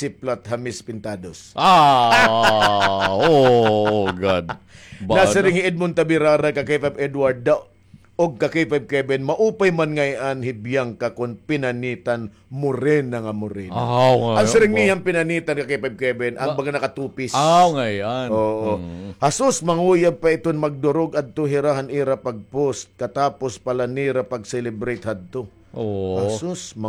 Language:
Waray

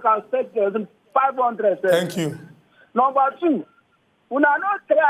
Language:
Nigerian Pidgin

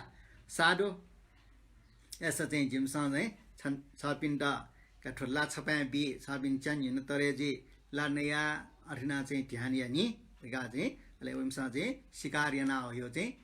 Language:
Newari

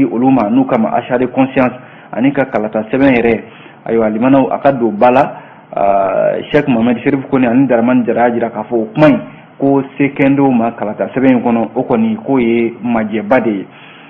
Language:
Bambara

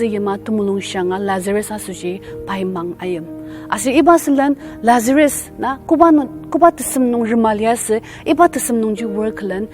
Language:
Ao Naga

